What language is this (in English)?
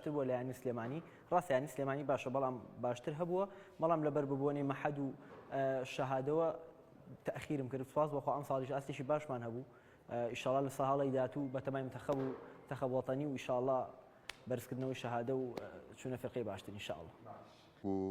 Central Kurdish